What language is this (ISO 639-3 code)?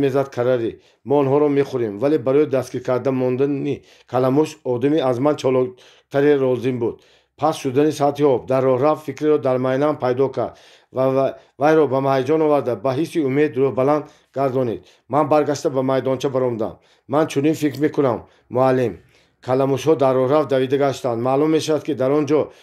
tgk